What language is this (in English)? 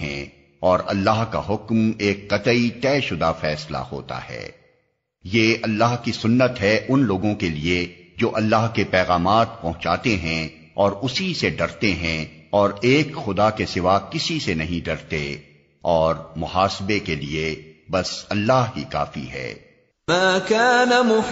Urdu